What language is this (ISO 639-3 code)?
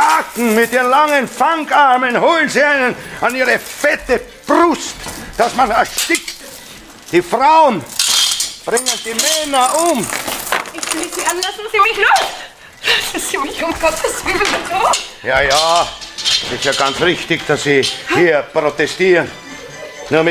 deu